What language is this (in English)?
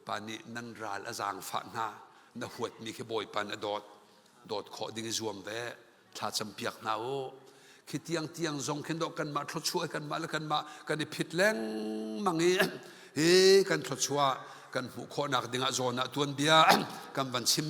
Hakha Chin